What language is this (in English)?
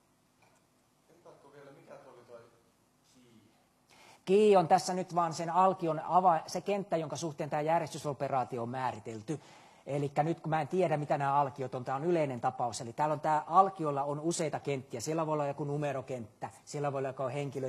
Finnish